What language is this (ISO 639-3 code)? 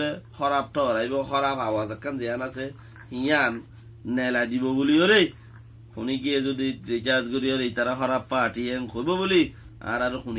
rhg